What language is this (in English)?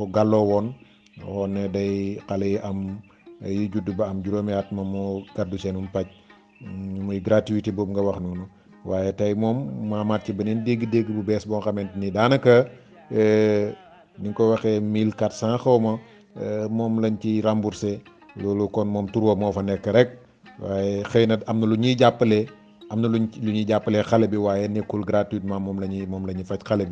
Wolof